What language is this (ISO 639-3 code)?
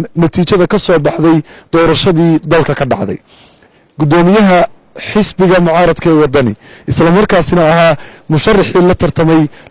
som